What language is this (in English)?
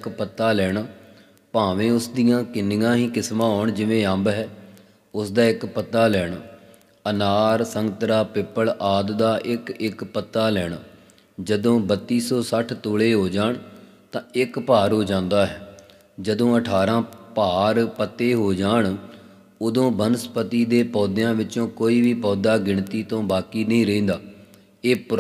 Punjabi